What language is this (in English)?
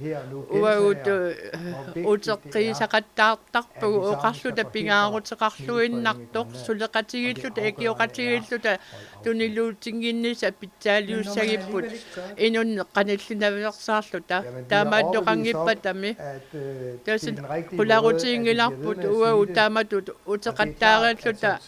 Kalaallisut